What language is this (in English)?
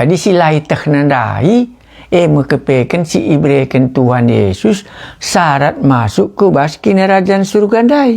Batak Karo